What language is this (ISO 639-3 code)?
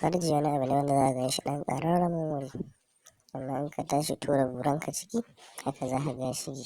hau